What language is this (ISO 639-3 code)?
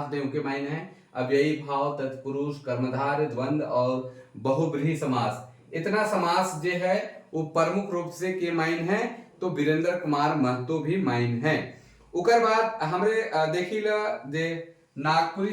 sck